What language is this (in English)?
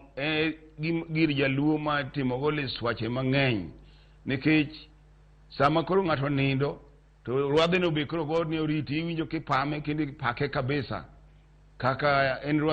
Luo (Kenya and Tanzania)